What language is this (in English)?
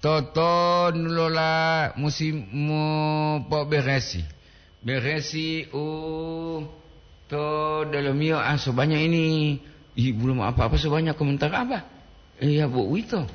Gorontalo